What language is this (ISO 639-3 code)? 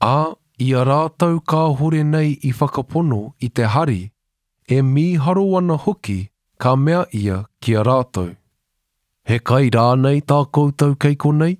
mri